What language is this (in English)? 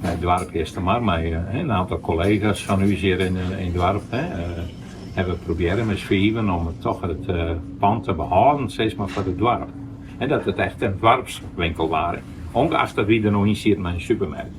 Western Frisian